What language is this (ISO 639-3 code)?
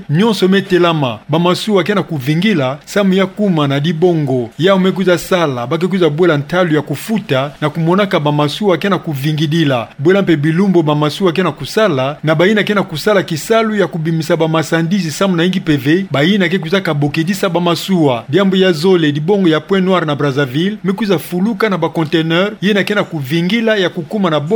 ktu